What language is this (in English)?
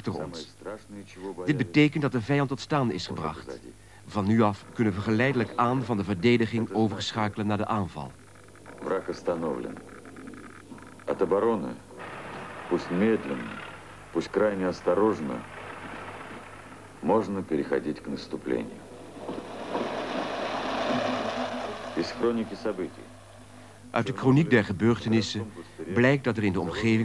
Dutch